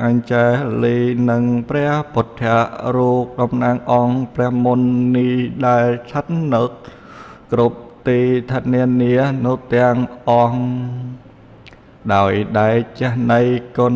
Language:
Khmer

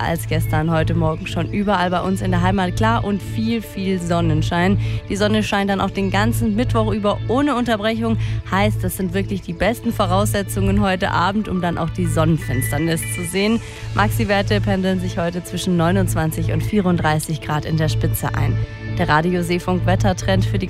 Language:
German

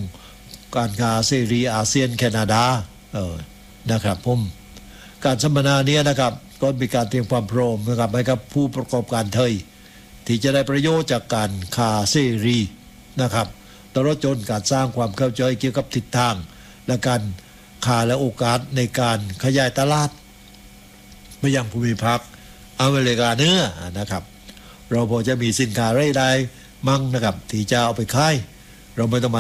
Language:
Thai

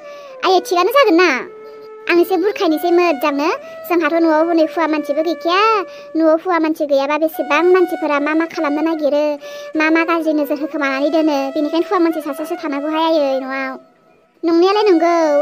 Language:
Bodo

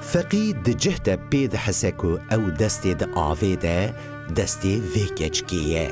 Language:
Kurdish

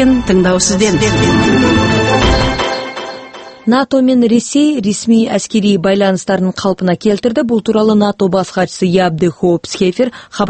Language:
Kazakh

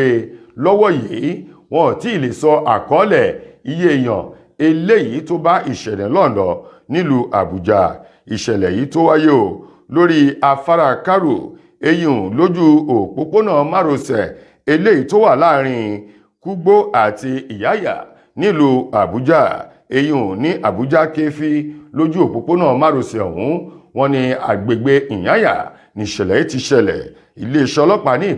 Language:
Yoruba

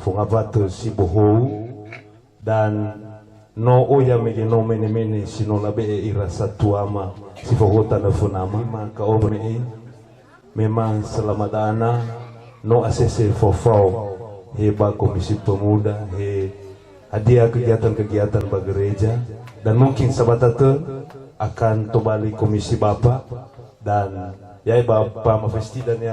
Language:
Nias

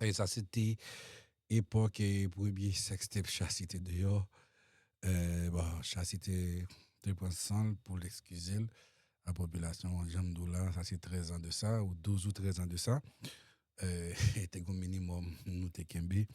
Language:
Haitian Creole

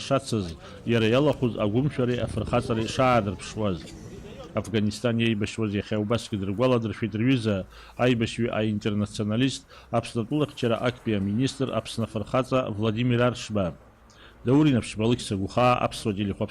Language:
Abkhazian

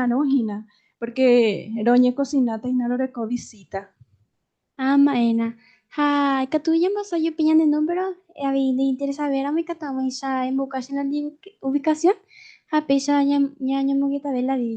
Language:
Guarani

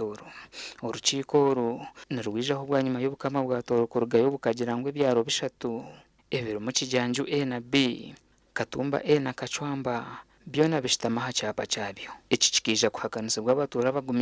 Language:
Nyankole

